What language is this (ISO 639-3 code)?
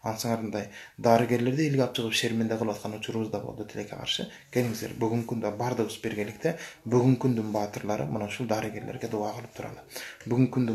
kir